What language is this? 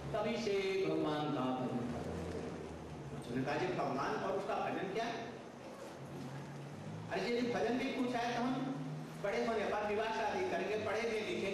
Hindi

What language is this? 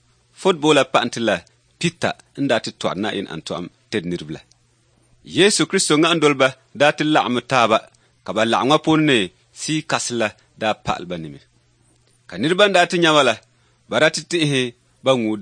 Dagbani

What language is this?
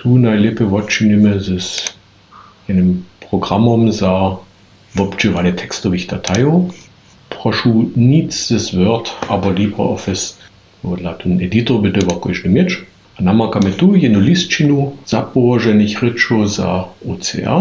Upper Sorbian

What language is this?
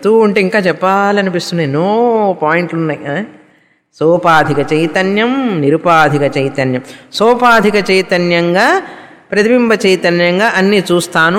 Telugu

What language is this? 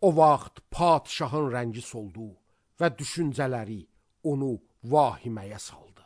Azerbaijani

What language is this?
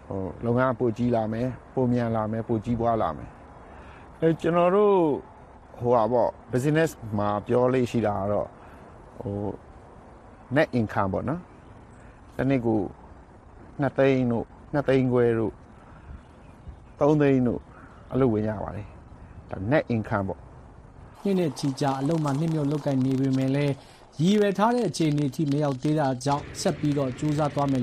Burmese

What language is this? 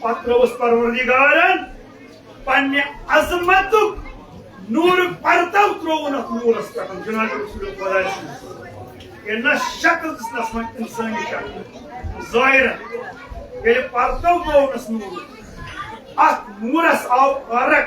Kashmiri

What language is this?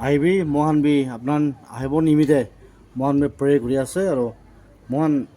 Naga Pidgin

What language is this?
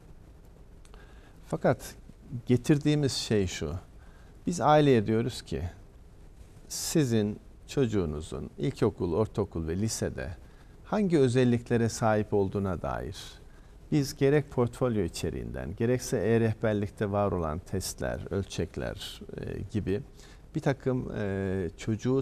Turkish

